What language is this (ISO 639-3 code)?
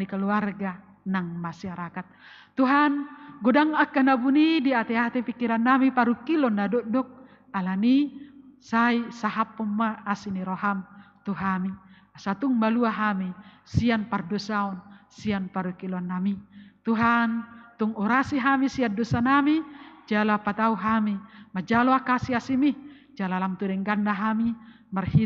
bbc